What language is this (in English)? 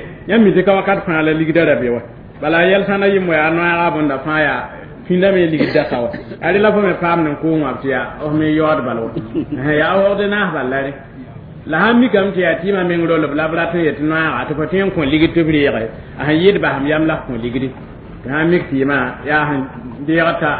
Mossi